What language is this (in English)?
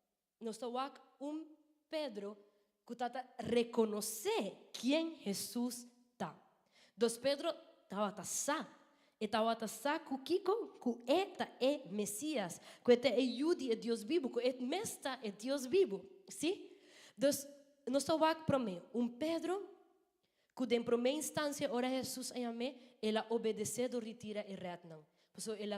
Papiamento